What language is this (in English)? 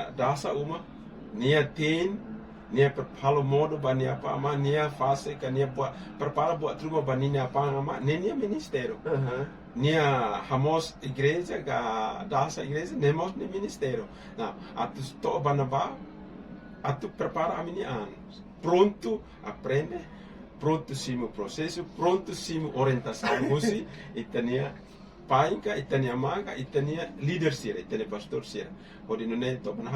Tetum